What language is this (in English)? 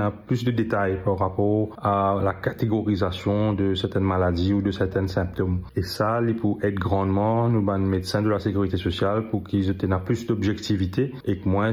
Morisyen